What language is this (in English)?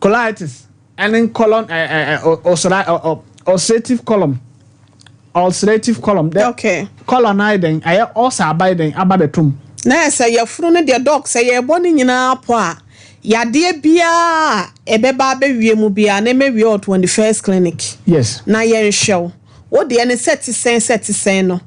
Akan